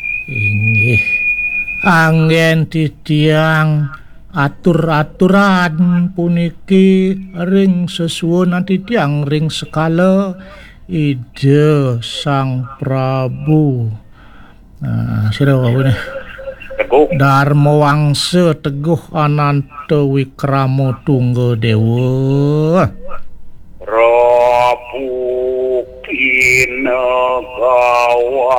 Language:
Balinese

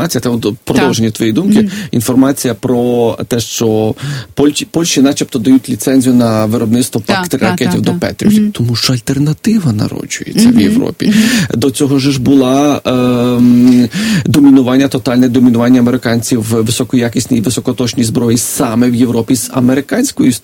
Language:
Ukrainian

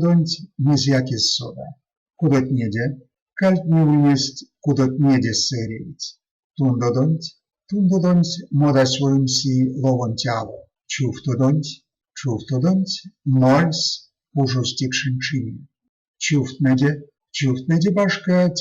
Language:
Erzya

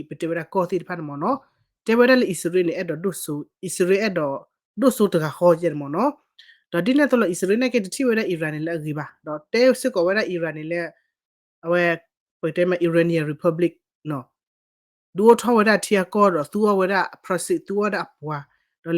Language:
S'gaw Karen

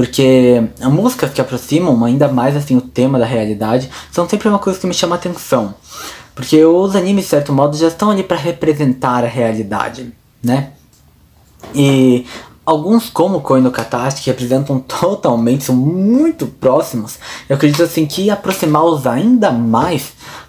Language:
Portuguese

